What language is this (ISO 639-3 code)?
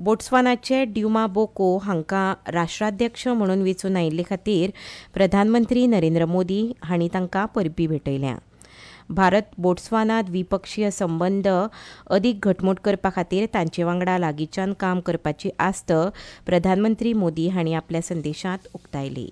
kok